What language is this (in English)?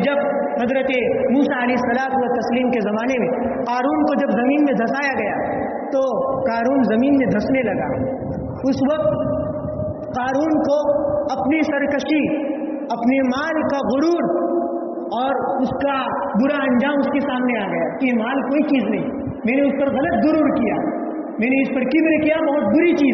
Urdu